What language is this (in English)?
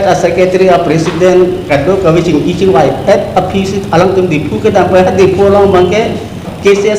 Karbi